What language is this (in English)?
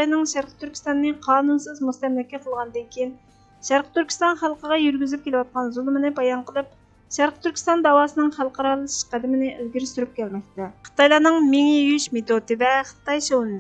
Uyghur